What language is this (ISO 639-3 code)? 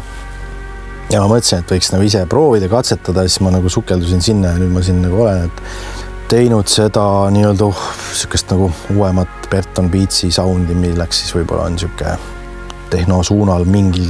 est